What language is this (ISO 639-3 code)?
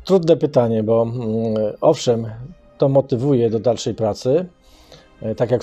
pol